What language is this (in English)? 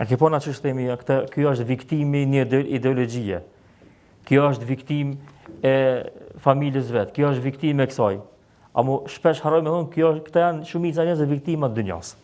Albanian